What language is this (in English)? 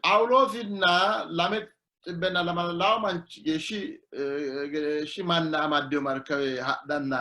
Sidamo